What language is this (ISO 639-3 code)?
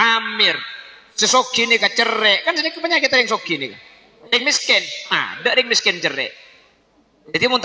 mad